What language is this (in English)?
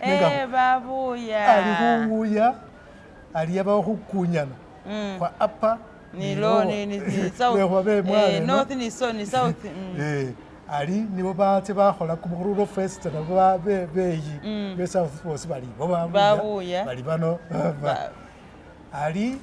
Masaaba